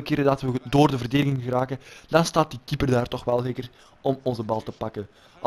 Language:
Dutch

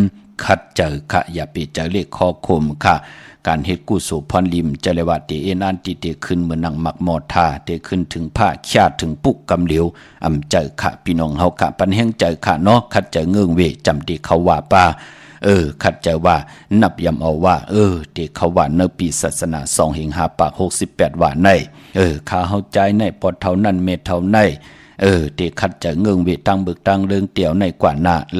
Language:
Shan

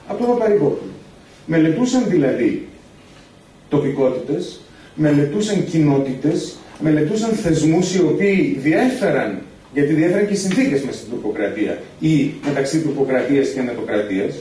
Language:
Greek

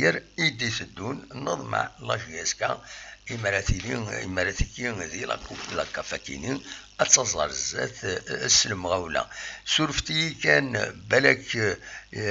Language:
Kabyle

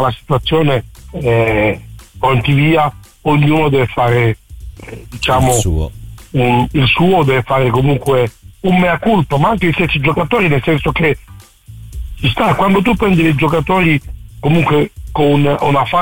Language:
Italian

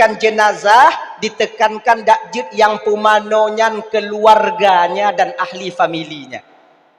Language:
Achinese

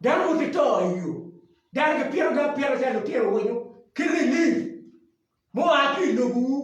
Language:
Acoli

